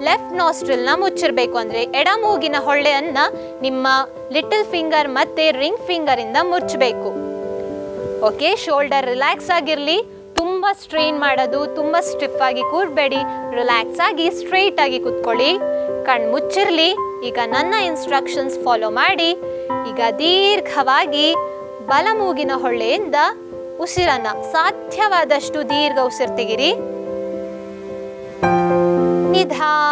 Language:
Kannada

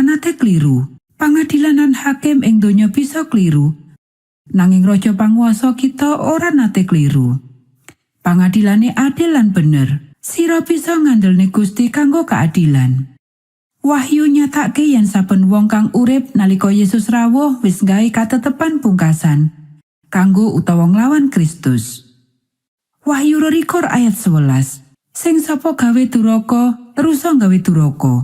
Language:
Javanese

